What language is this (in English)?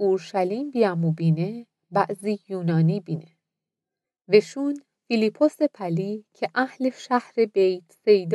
Mazanderani